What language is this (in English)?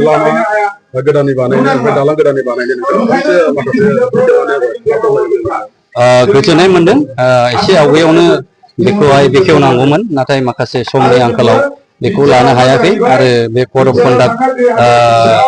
Bodo